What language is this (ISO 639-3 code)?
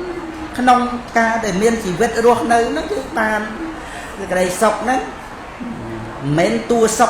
khm